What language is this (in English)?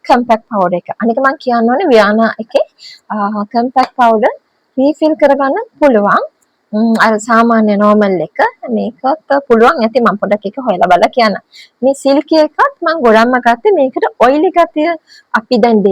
Sinhala